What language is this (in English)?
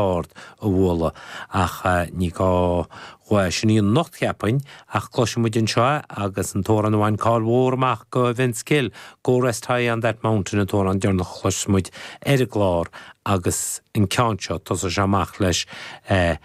Irish